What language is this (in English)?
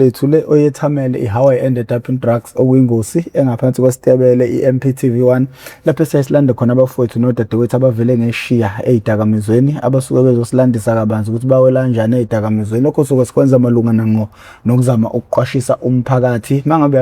Zulu